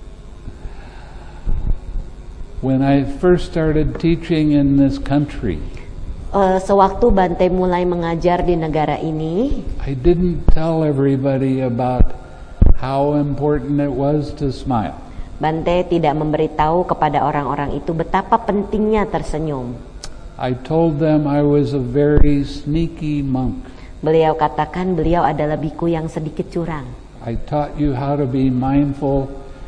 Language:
Indonesian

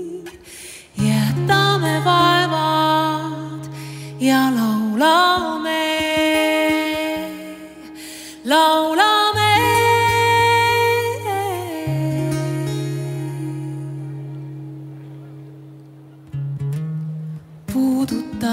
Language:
Estonian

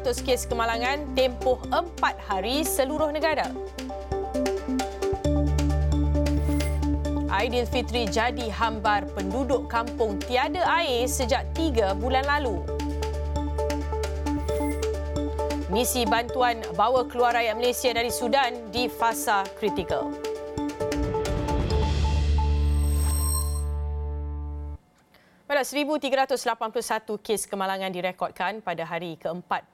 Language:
Malay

